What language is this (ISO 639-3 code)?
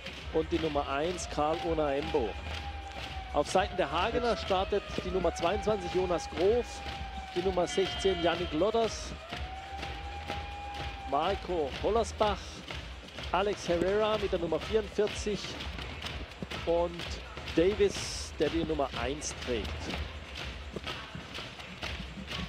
deu